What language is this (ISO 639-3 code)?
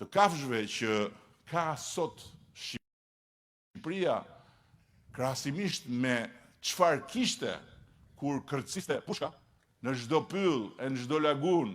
sqi